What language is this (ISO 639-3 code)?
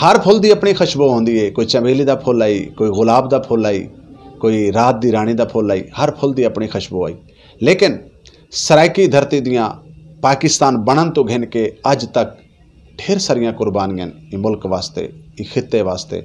skr